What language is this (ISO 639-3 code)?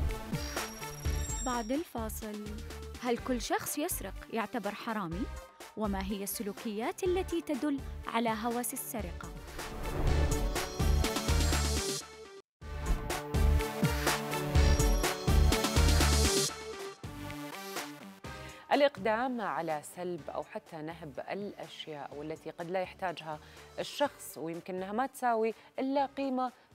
ara